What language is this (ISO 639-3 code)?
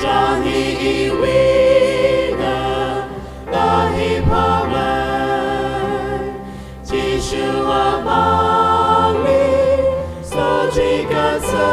nmf